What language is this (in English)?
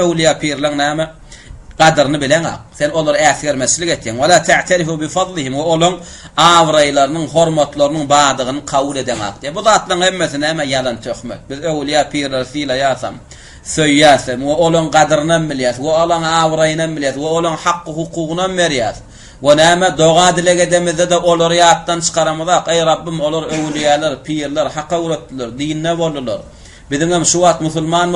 Turkmen